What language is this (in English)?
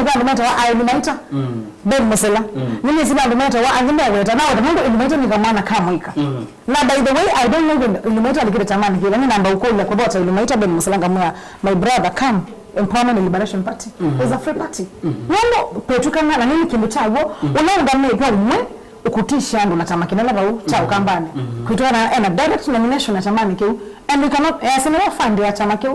Kamba